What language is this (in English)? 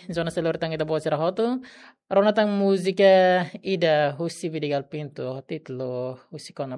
Tetum